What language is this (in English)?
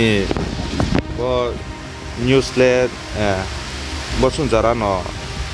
Riang (India)